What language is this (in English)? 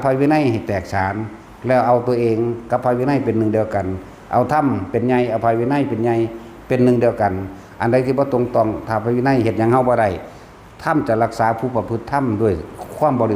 Northeastern Thai